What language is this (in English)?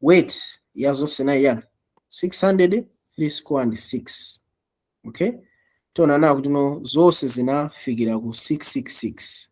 Nyanja